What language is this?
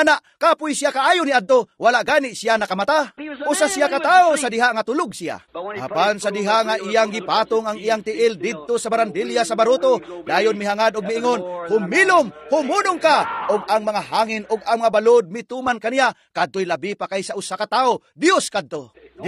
Cebuano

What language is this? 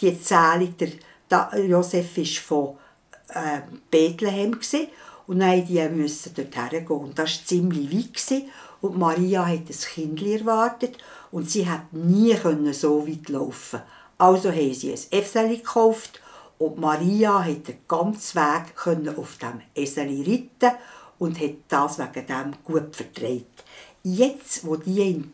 Swiss German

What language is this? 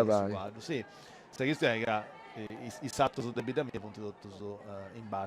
Sardinian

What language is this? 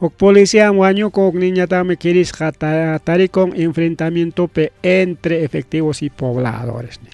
Ayacucho Quechua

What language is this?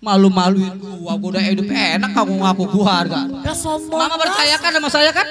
Betawi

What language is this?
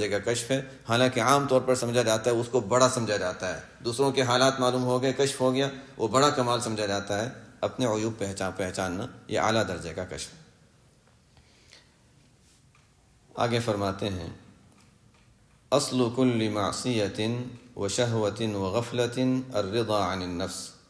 Urdu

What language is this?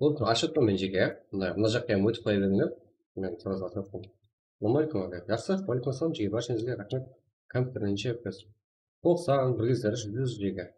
Kara-Kalpak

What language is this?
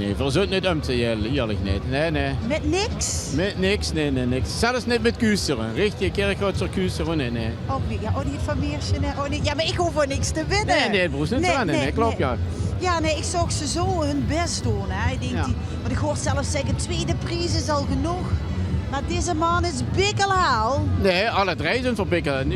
Limburgish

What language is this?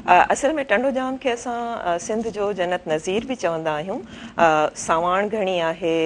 Sindhi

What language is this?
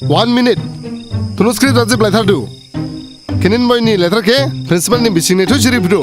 Dimasa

